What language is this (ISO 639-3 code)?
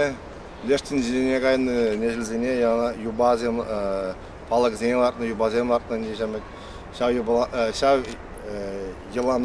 chv